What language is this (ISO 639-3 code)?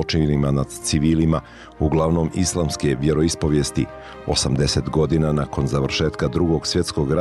bos